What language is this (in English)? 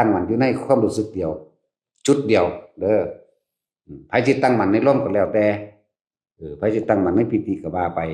Northeastern Thai